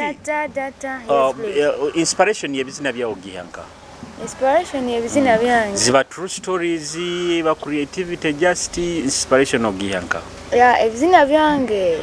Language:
Nyoro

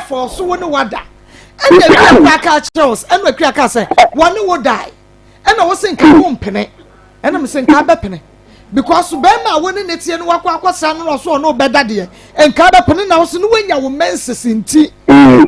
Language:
Akan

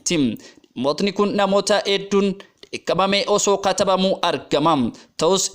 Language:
Oromo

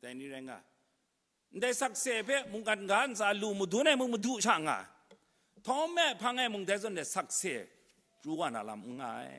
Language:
Kachin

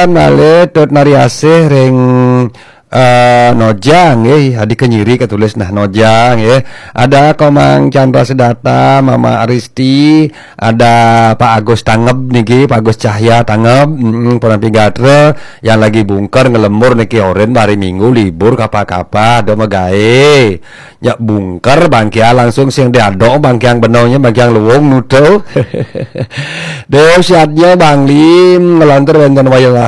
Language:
Balinese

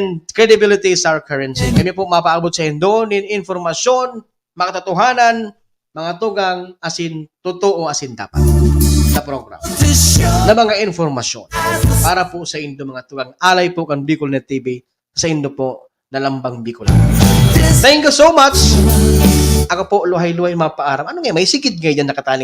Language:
Bikol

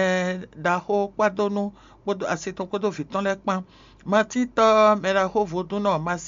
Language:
Fon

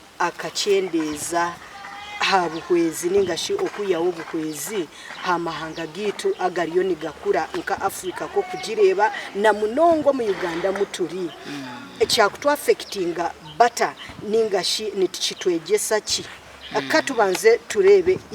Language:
Nyankole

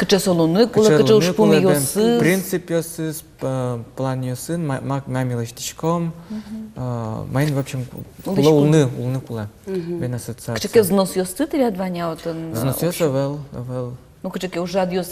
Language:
Udmurt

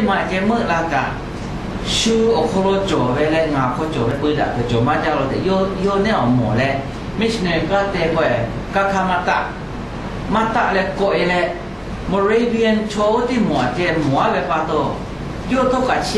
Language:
Lahu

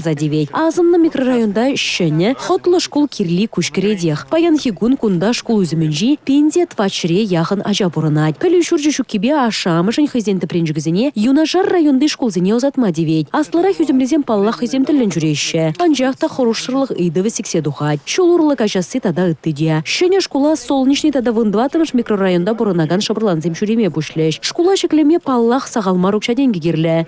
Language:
Chuvash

